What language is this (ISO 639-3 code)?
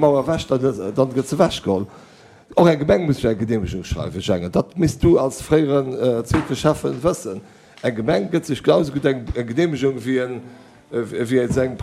ltz